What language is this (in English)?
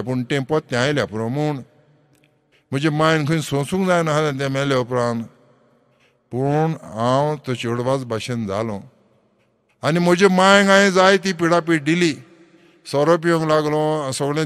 Konkani